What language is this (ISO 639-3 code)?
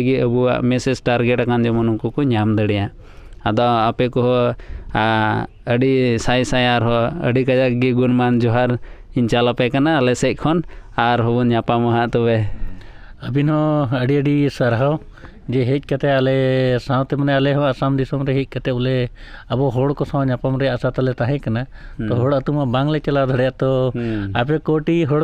sat